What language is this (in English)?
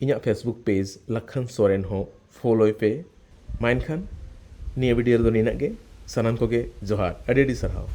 Santali